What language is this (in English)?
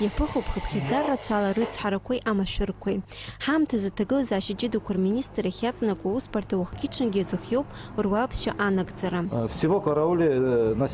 Abkhazian